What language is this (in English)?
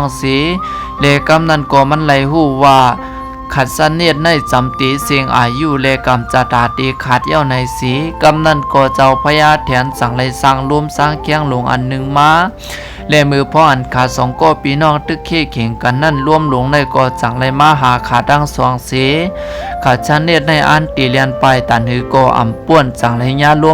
Lao